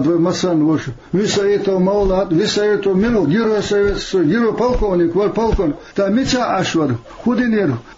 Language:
Chechen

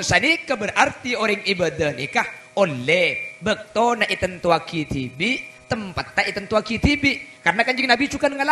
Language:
Madurese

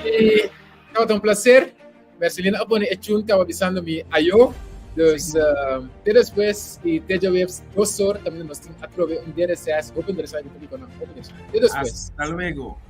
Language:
Papiamento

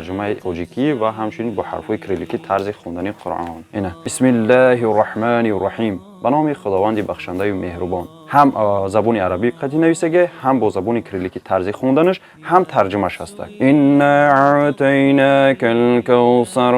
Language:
Tajik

